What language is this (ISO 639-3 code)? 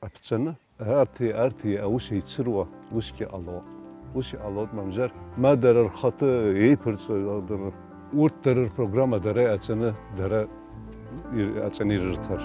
abk